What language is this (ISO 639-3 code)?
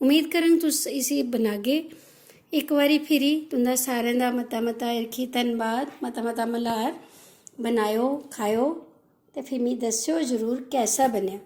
doi